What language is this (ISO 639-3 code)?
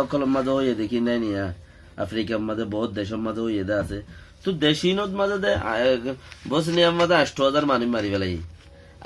rhg